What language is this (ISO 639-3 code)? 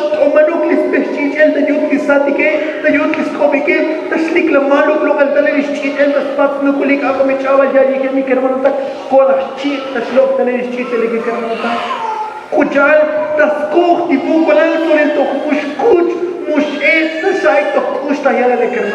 tzo